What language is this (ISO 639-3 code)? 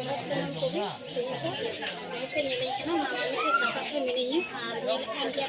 sat